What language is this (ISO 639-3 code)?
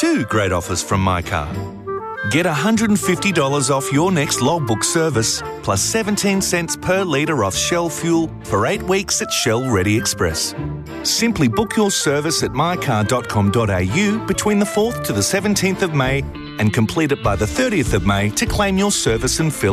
eng